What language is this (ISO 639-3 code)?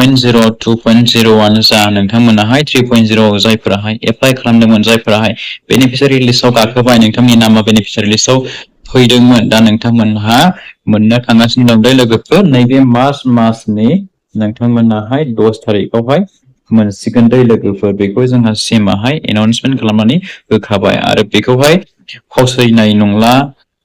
brx